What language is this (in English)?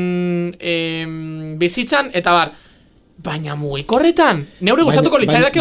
Basque